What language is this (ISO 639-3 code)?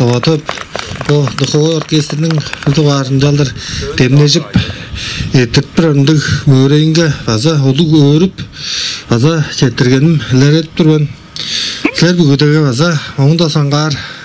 tyv